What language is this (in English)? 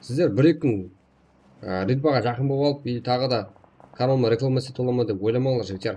Kara-Kalpak